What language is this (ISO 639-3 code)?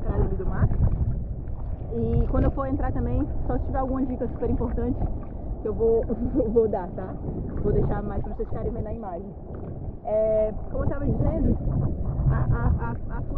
por